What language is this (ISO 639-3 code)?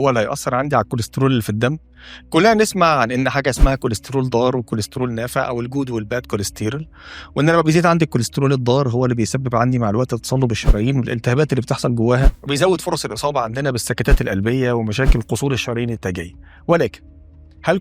arz